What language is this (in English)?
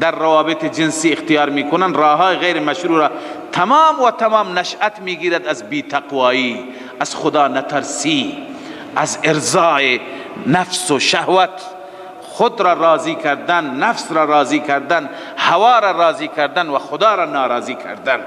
Persian